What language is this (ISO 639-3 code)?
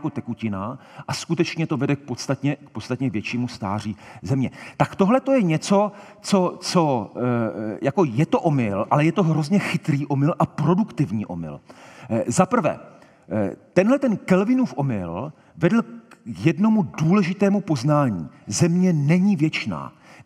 ces